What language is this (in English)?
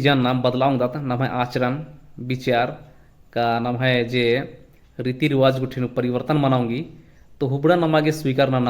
Kurukh